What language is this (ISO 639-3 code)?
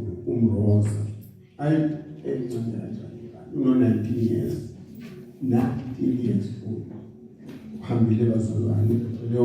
zul